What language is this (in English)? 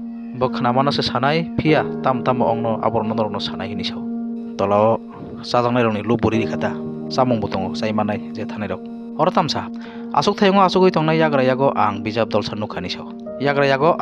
Kok Borok